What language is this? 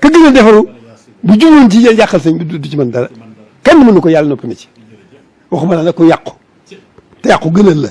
Wolof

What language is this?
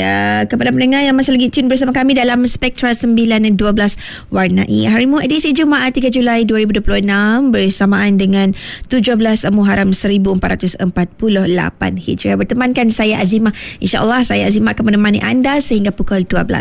Malay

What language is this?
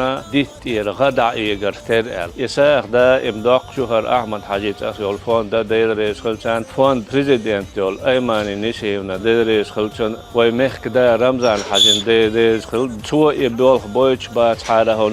Chechen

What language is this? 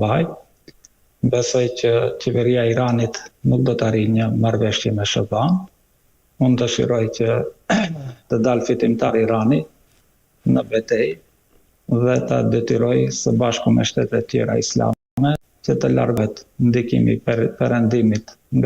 Albanian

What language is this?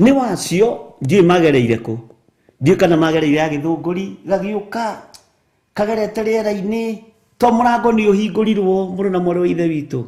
Kikuyu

